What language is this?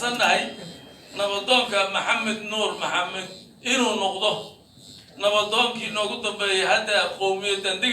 Somali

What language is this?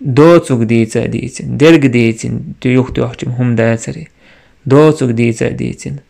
Chechen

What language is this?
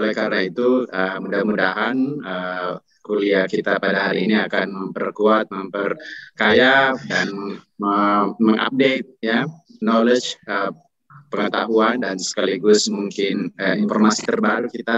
Indonesian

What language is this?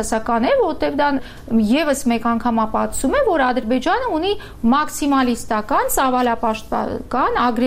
Armenian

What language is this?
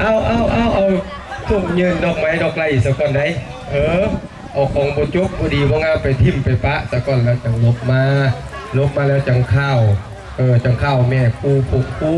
Northeastern Thai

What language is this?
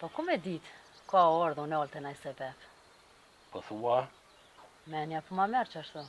Albanian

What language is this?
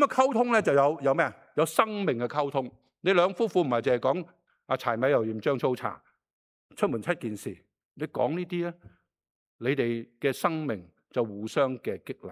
Cantonese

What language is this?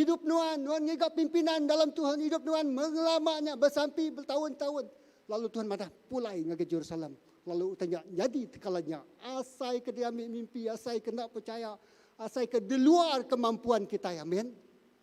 Iban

